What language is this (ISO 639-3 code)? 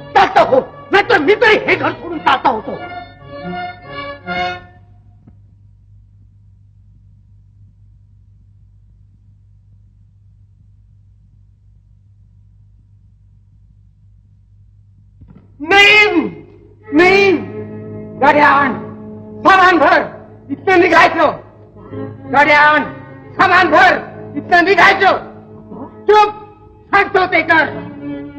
mar